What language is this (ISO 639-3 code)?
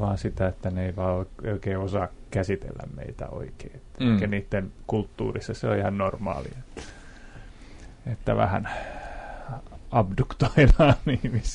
fin